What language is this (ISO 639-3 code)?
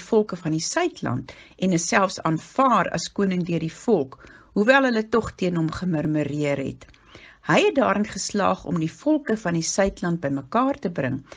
afr